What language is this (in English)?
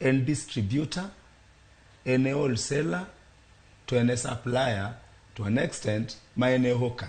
Luo (Kenya and Tanzania)